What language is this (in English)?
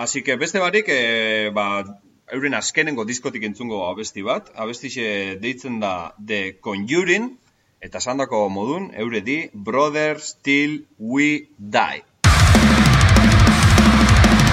Basque